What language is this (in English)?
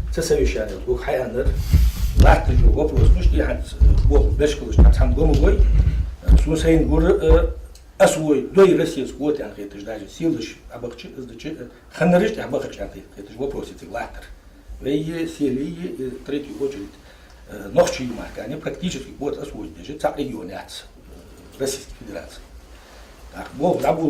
Ingush